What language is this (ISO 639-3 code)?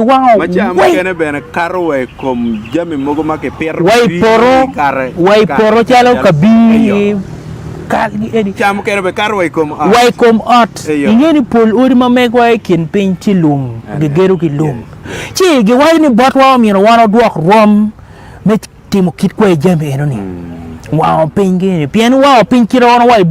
ach